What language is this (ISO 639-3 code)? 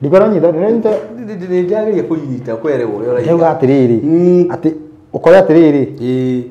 kik